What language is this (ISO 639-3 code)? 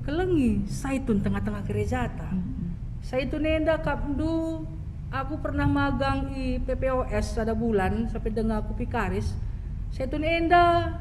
btx